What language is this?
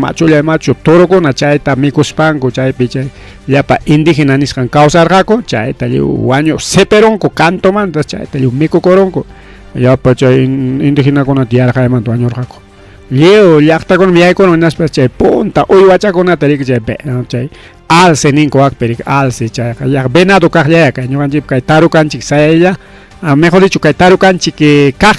Ayacucho Quechua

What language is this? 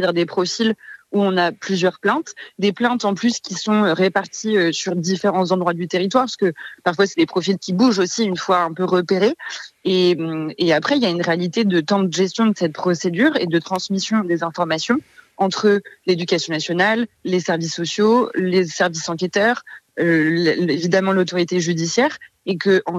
French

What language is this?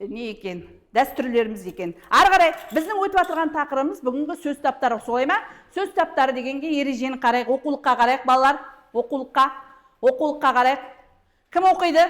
Kazakh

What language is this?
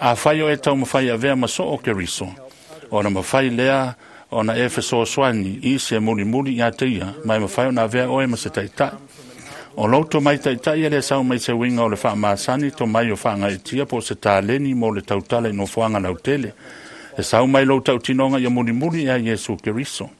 Samoan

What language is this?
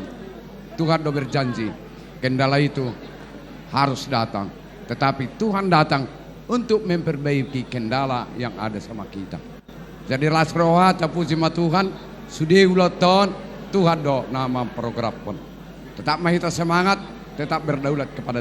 Batak Toba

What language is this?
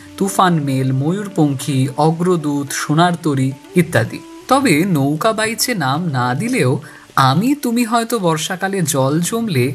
Bangla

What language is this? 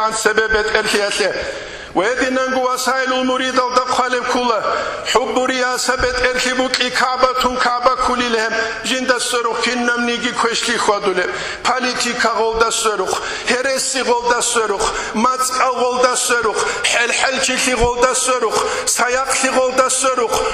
Avaric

